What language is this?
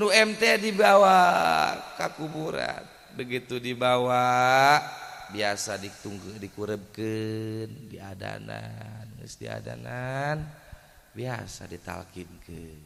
Sundanese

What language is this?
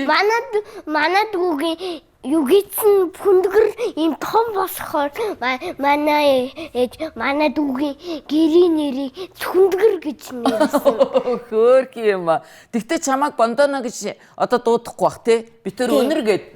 Mongolian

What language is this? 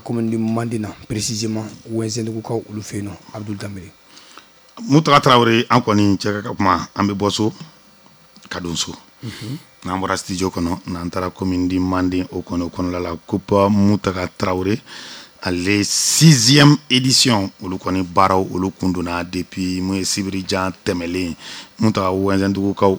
Bambara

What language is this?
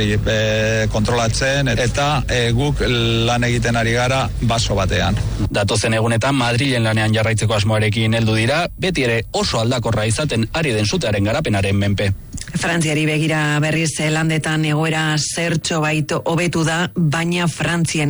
Basque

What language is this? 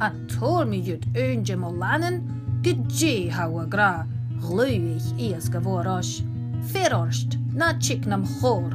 Scottish Gaelic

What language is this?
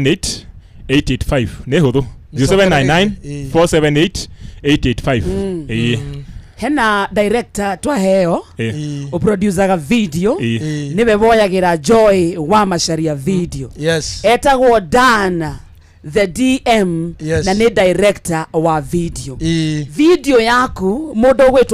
Kikuyu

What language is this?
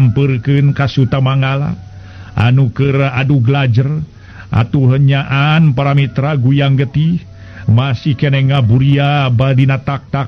Sundanese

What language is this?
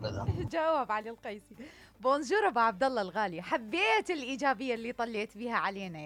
Mesopotamian Arabic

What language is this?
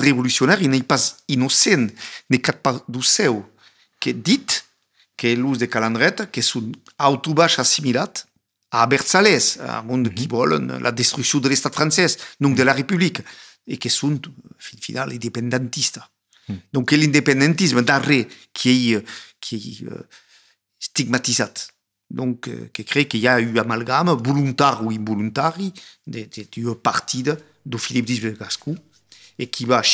Occitan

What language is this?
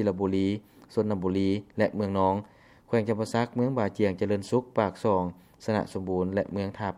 Lao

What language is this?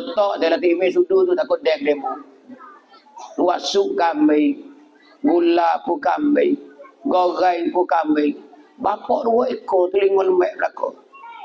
Pattani Malay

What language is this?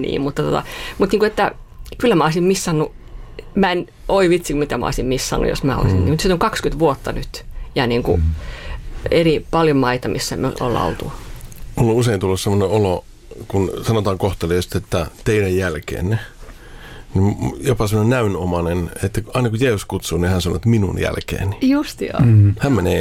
Finnish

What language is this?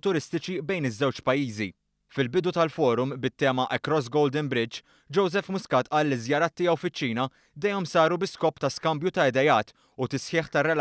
Maltese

